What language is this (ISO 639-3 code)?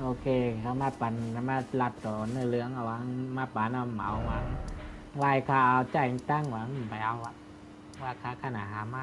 shn